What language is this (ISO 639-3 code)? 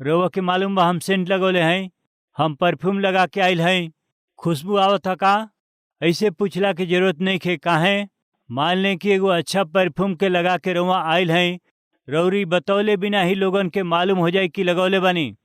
bho